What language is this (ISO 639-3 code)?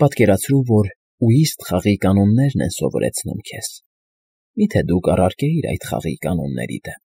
hye